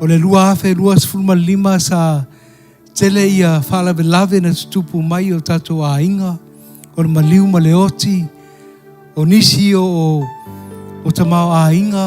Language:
Samoan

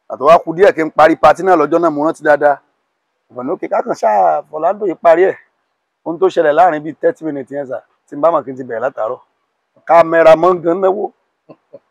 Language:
Yoruba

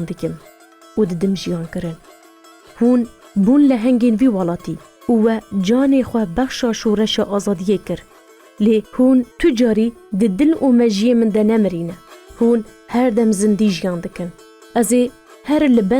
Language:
Kurdish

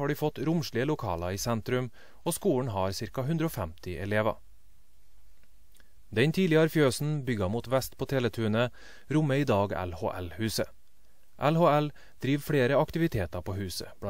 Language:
Norwegian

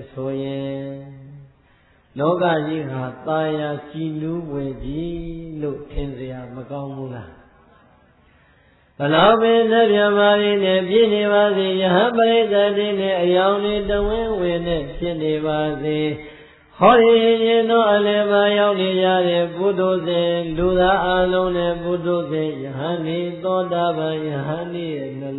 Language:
Burmese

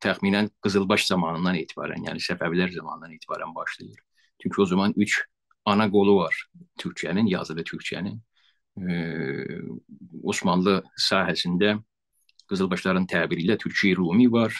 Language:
South Azerbaijani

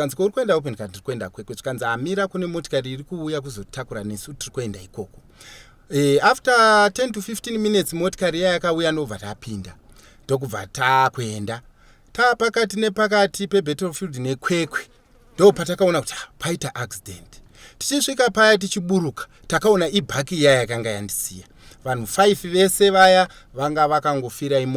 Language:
Shona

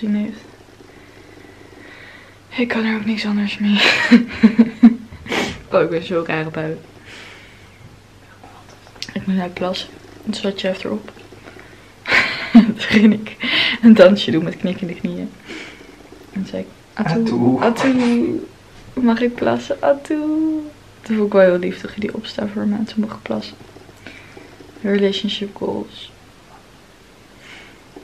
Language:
Dutch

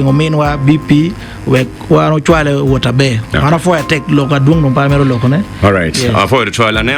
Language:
Acoli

